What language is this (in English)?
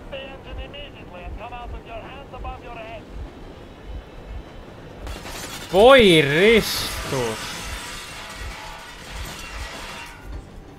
Finnish